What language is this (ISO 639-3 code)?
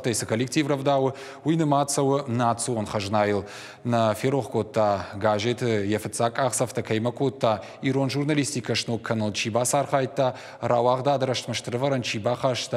oss